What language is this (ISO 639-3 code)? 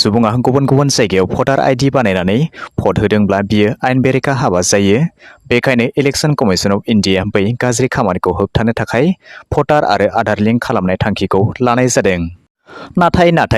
brx